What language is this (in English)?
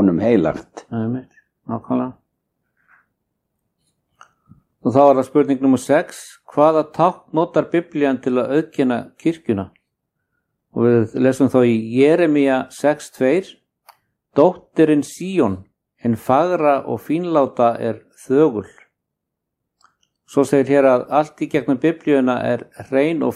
Icelandic